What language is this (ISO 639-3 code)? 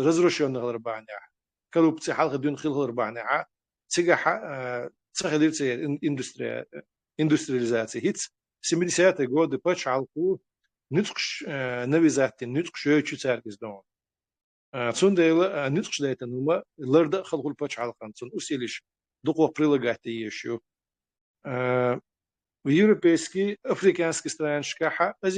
che